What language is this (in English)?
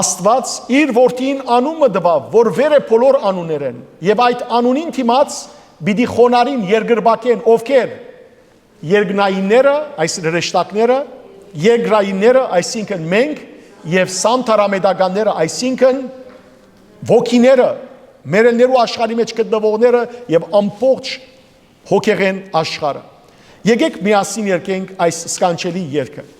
Western Armenian